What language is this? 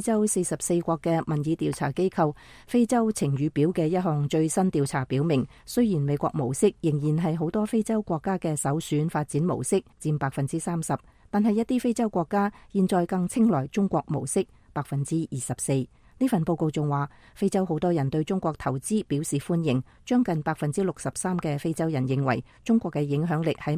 Cantonese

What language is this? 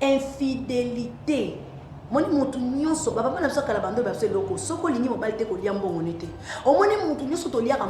Lingala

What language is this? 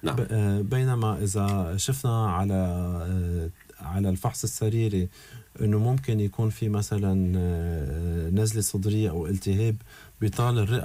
North Levantine Arabic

